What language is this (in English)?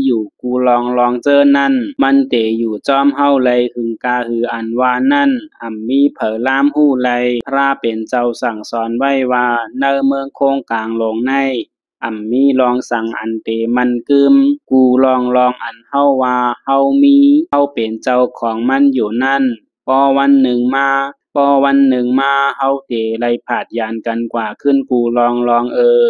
Shan